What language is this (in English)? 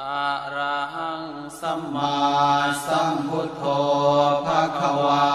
Pali